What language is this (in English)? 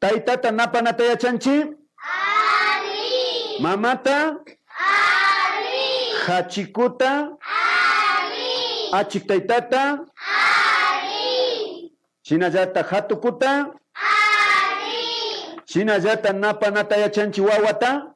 Imbabura Highland Quichua